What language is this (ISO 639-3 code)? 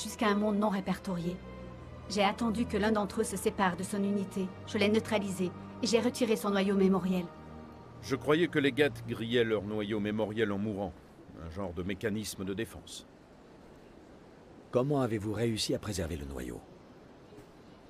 fra